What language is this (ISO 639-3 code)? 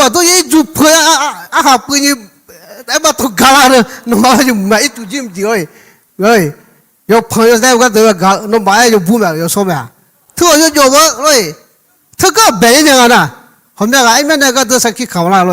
ahk